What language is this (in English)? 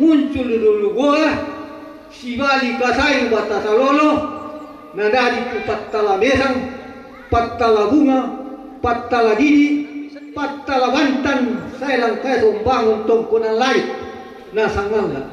Toraja-Sa'dan